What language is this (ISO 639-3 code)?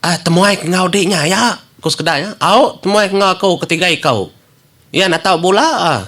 iba